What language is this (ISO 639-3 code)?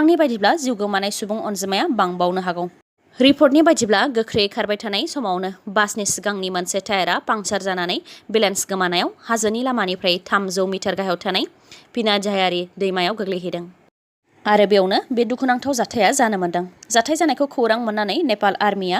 brx